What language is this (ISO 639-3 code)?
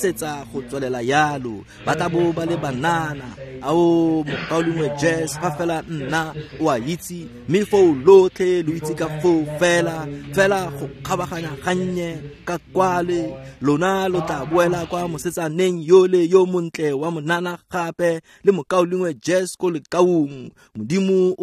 tsn